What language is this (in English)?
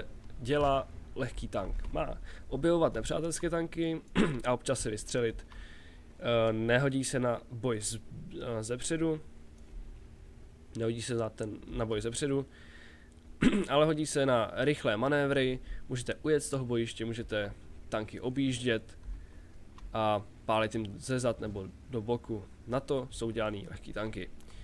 Czech